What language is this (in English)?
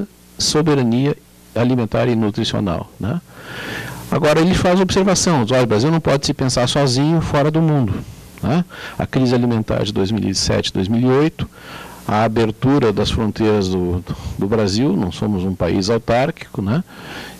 Portuguese